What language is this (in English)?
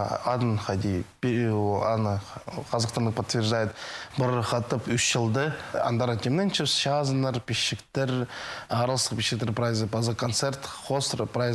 Khakas